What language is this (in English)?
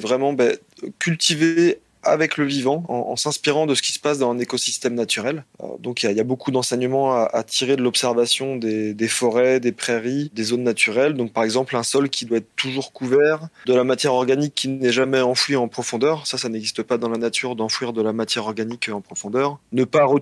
French